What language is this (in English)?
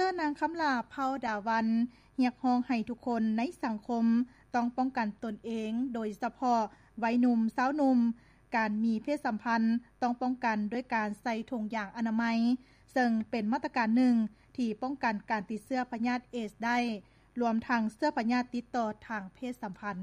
Lao